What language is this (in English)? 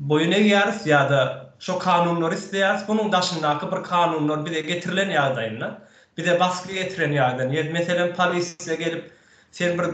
Turkmen